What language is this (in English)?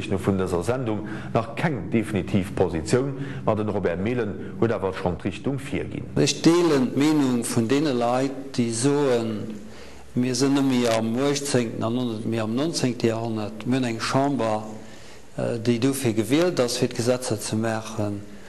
Luxembourgish